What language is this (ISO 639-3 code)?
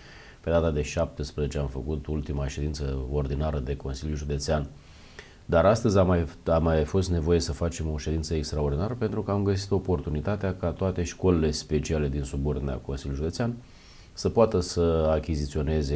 ron